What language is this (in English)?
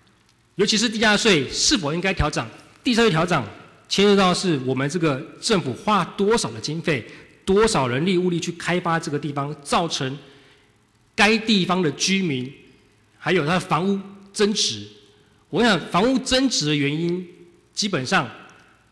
Chinese